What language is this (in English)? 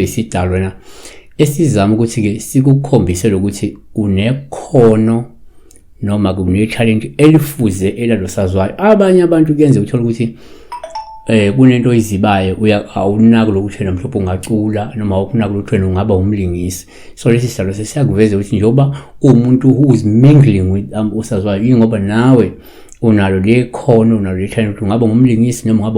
Zulu